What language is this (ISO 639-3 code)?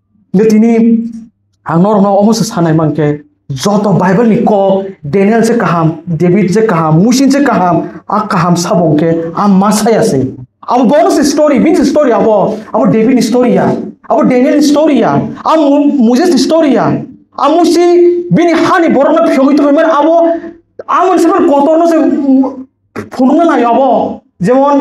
trp